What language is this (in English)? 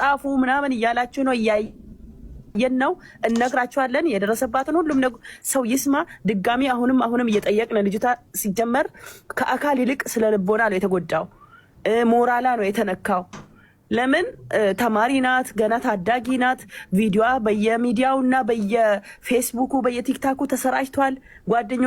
Amharic